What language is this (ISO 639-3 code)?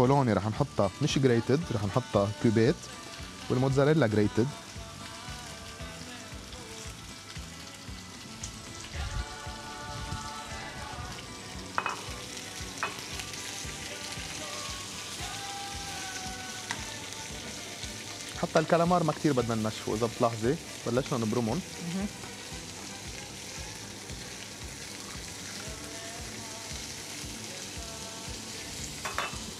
apc